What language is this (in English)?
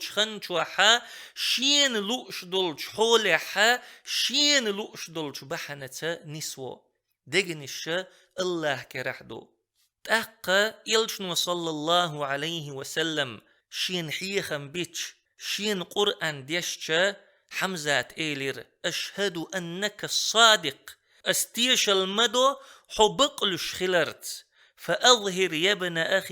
Chechen